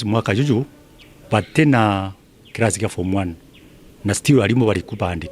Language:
Meru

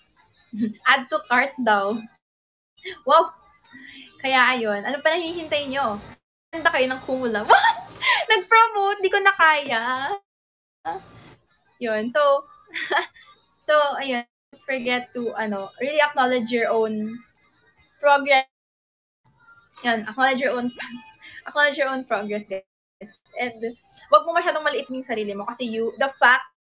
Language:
Filipino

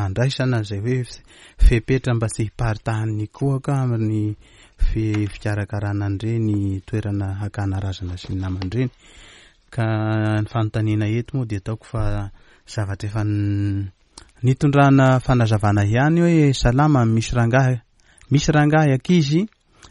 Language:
Malagasy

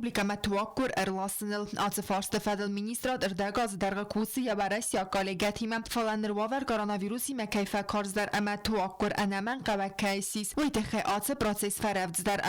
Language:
Ossetic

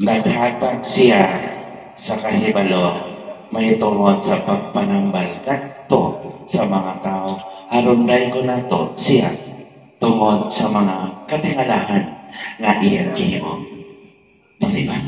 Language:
Cebuano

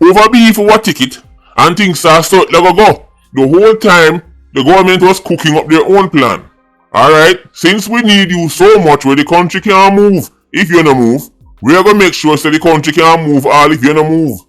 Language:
Jamaican Creole English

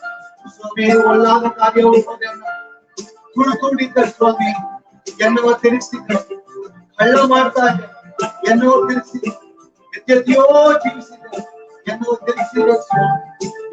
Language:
Badaga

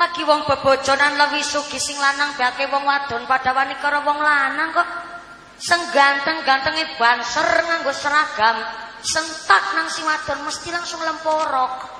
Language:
Javanese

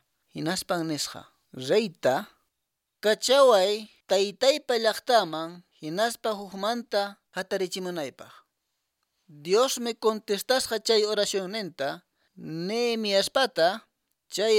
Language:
Quechua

